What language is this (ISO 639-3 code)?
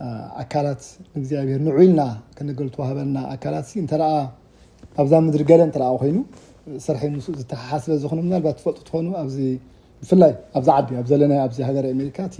tir